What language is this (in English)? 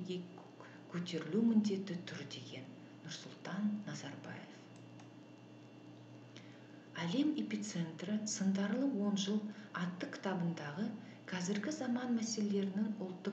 Kazakh